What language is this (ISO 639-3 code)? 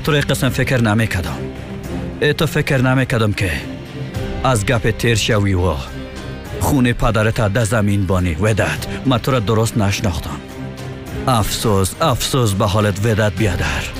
fas